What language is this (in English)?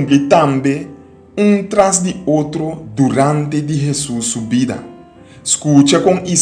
Papiamento